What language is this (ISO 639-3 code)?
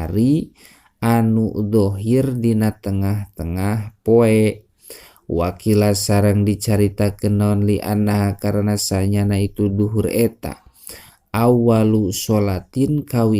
sun